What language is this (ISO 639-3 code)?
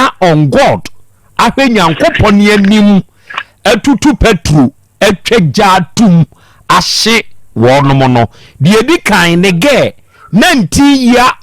aka